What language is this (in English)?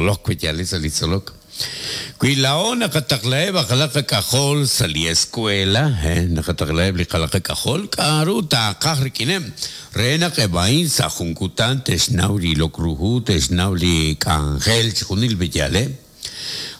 Kekchí